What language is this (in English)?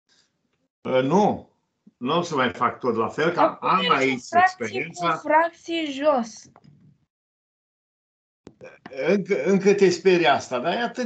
Romanian